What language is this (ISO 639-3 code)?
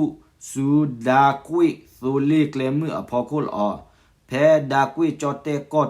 ksw